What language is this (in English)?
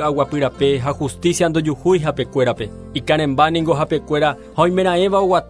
Guarani